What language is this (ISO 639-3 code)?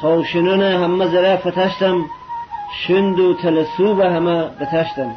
glk